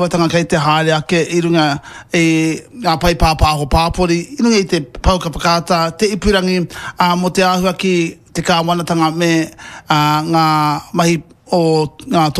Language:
Māori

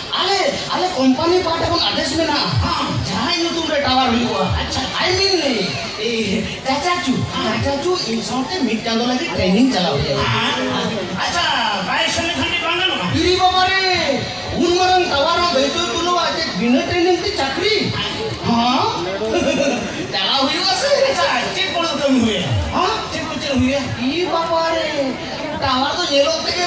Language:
Santali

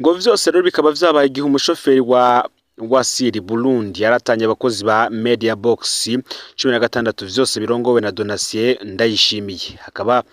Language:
Rundi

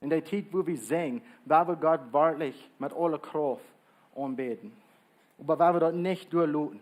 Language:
Plautdietsch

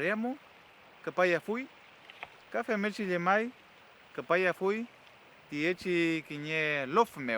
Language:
Mapuche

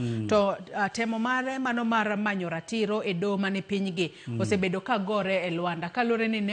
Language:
Luo (Kenya and Tanzania)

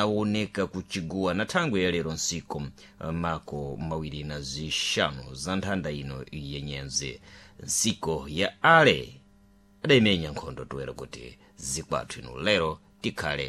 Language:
Sena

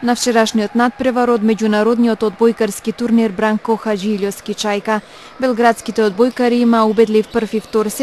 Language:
Macedonian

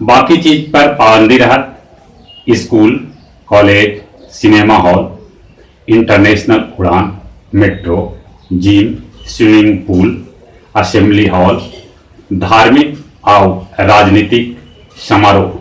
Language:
Magahi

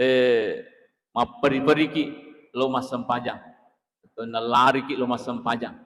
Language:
Buginese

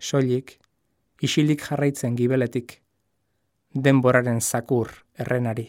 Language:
Basque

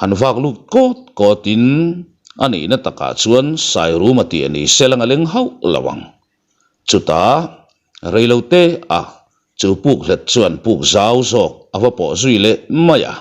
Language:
Mizo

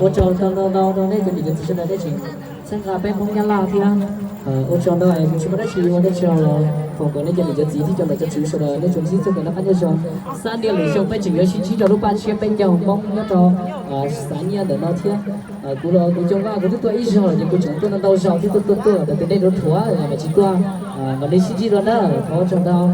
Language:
Hmong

